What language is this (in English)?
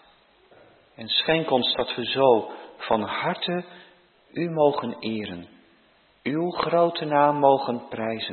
Dutch